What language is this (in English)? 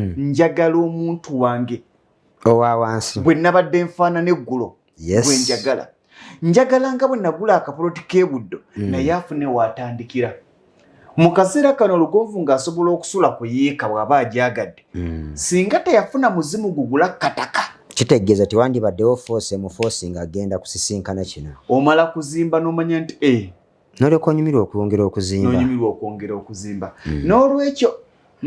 Ganda